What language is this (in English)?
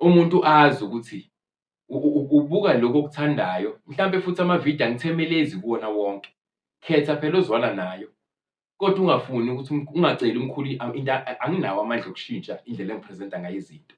Zulu